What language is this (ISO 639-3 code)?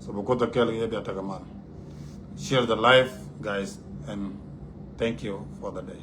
nus